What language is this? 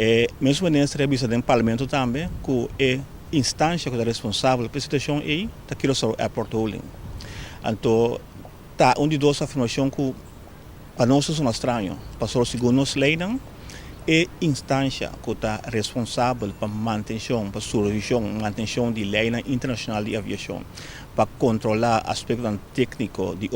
Papiamento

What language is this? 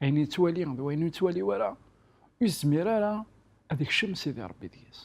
Kabyle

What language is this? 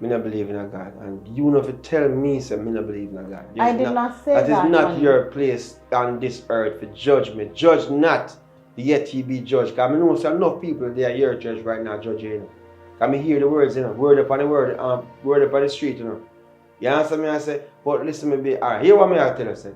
Jamaican Creole English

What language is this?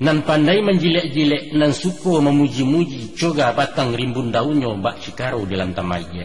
Minangkabau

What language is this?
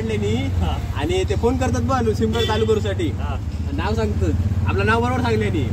Konkani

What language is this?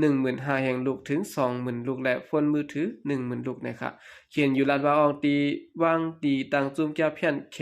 Shan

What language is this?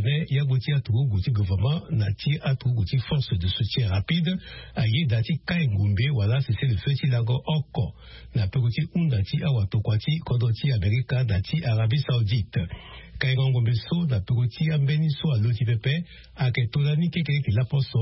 Sango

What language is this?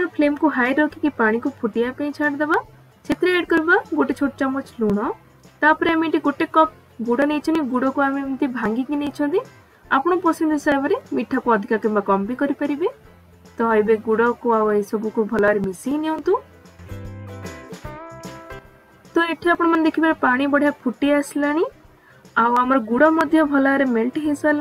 Odia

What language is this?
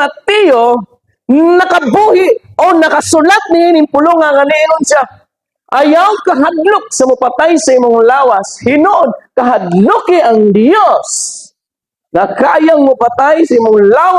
Cebuano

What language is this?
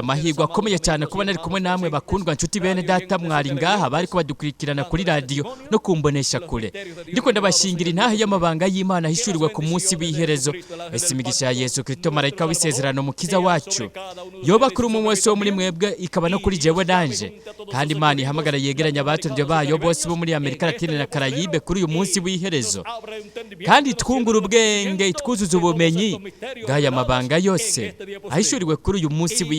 Rundi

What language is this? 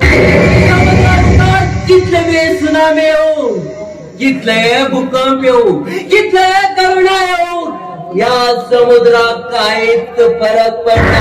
Konkani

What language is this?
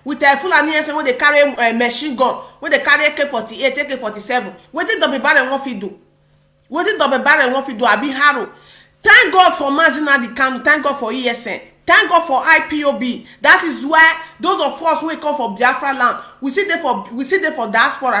Nigerian Pidgin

